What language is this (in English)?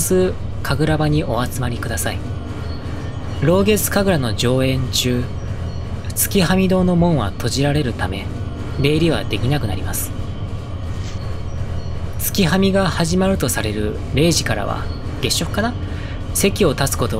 Japanese